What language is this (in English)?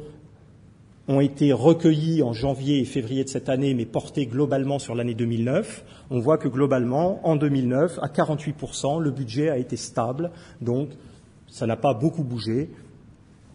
French